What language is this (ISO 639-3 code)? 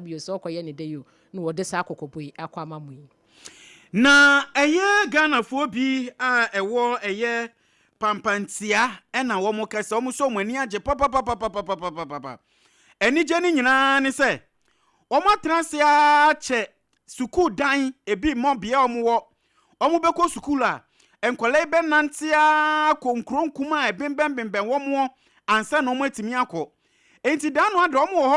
aka